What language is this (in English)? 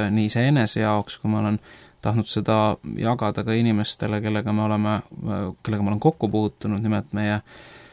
Estonian